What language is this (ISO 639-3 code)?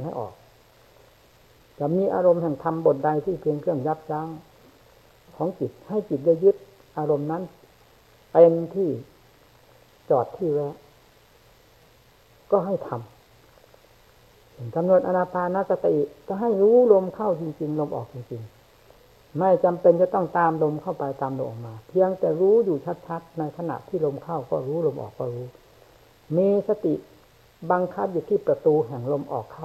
tha